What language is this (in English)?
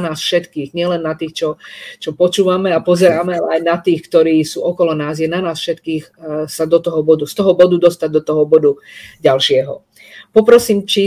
Slovak